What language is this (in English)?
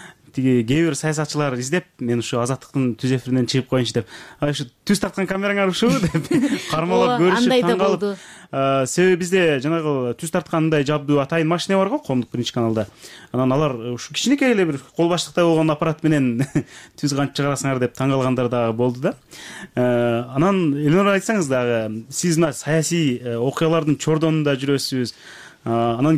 Kyrgyz